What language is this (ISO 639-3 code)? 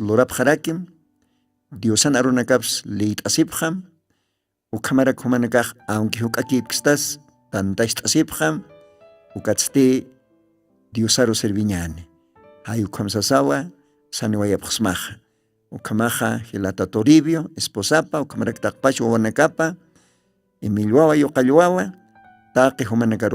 aym